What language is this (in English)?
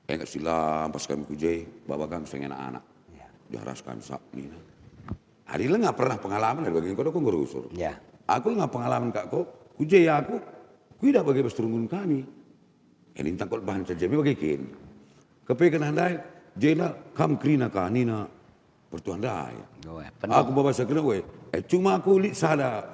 Batak Karo